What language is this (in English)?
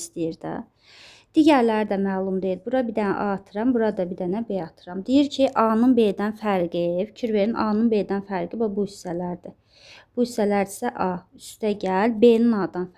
Azerbaijani